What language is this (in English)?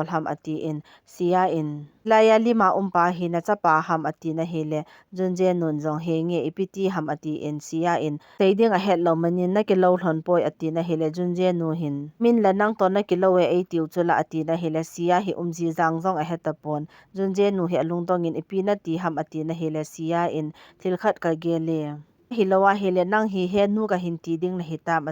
Thado Chin